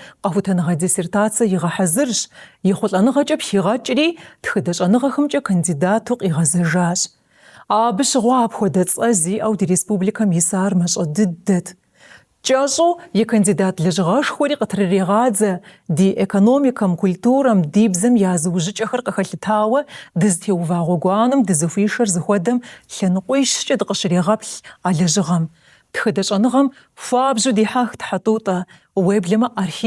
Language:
Kabardian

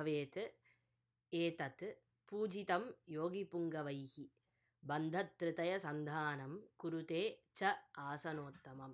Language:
Sanskrit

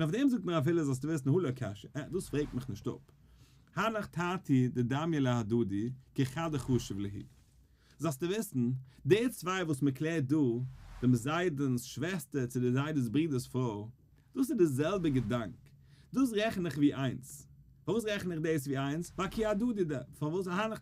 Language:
Yiddish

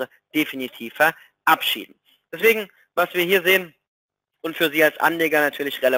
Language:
German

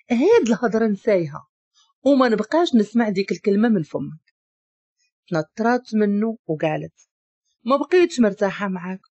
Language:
Moroccan Arabic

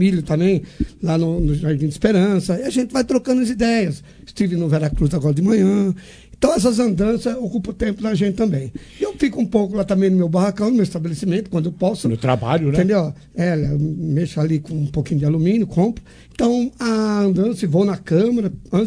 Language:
Portuguese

